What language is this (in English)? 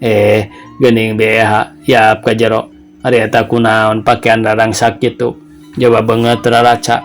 Sundanese